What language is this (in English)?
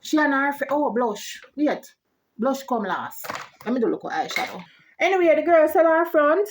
Jamaican Creole English